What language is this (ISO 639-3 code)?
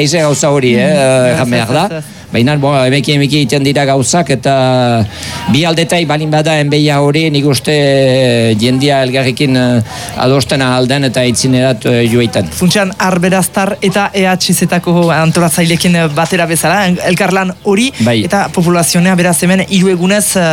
eus